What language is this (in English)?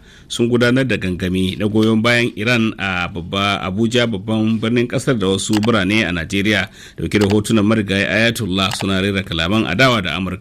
Hausa